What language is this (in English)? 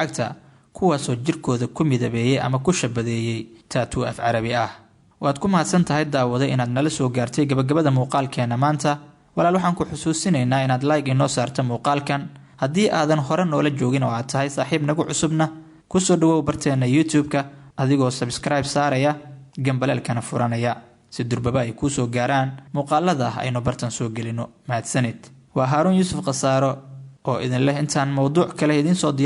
Somali